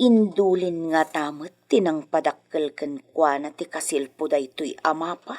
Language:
Iloko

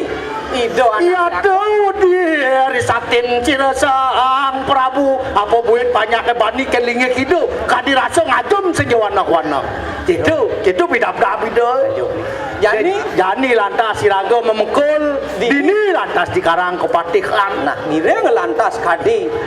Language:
Balinese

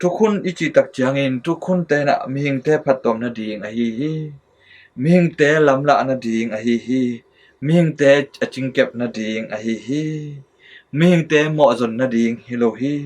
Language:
Tedim Chin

